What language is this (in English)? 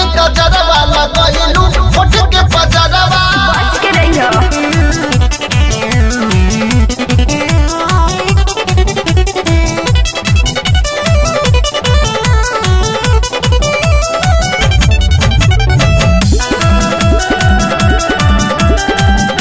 Bhojpuri